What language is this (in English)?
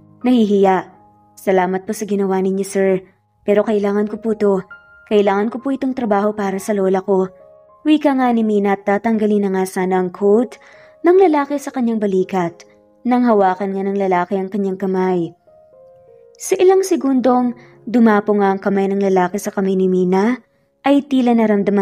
Filipino